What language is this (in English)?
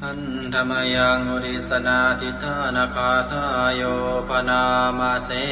Pali